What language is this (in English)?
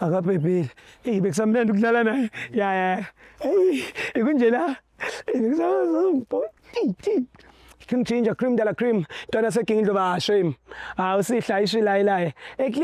Zulu